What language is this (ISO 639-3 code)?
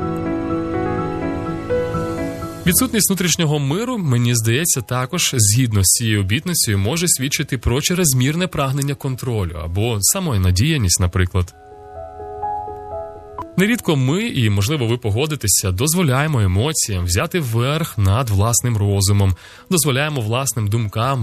ukr